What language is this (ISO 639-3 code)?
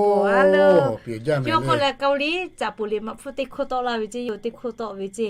lhu